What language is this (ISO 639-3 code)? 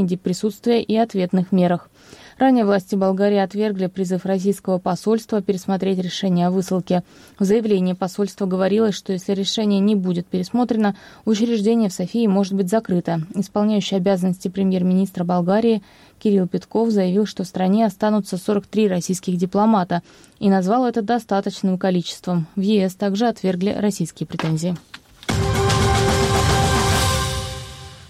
rus